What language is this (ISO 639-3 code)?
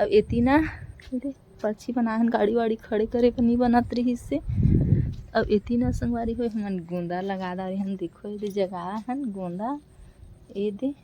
hne